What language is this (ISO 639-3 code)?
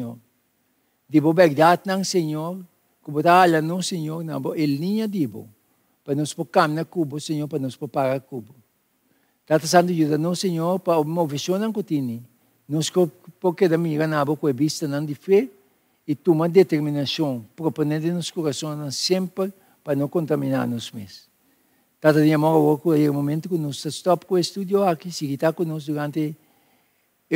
pap